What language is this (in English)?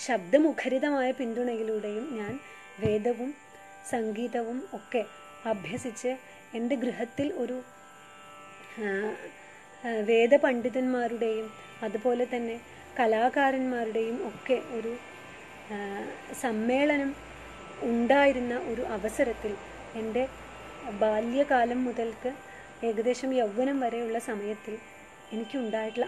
Malayalam